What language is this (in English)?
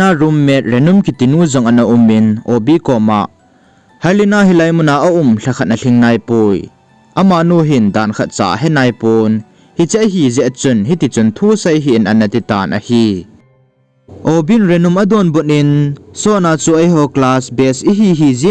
Thado Chin